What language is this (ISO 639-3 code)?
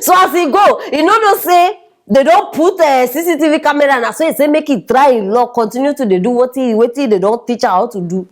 pcm